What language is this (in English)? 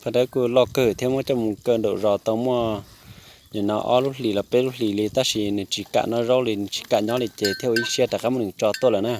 Hmong